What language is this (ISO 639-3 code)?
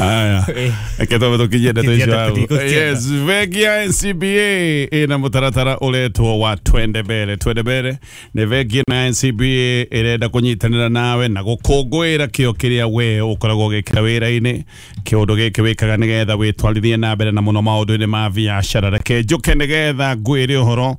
kik